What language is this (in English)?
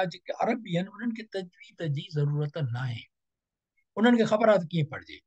Sindhi